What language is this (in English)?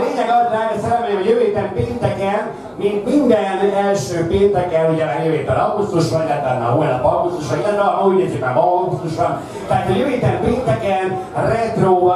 Hungarian